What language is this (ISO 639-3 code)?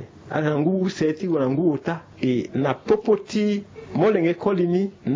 sag